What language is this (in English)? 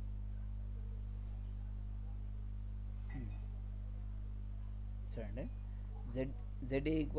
Telugu